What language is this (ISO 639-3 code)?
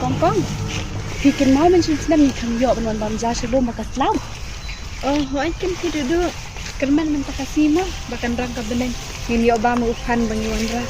kha